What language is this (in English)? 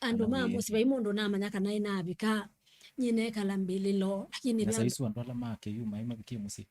Kamba